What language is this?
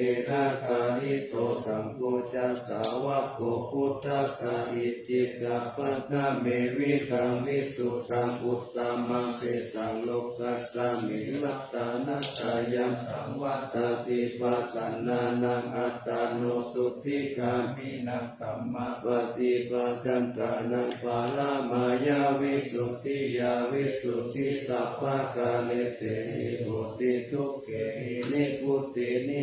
Pali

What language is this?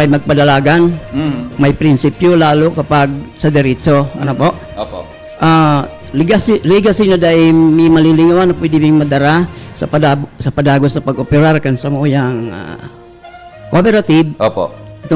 Bikol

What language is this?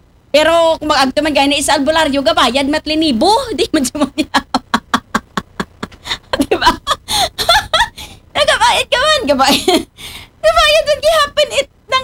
Aklanon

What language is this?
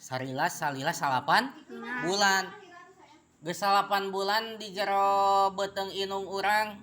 Sundanese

